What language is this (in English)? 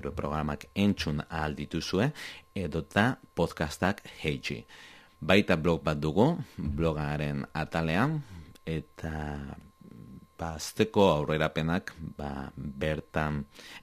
Basque